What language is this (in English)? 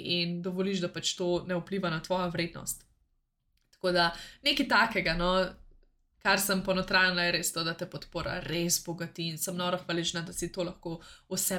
Slovenian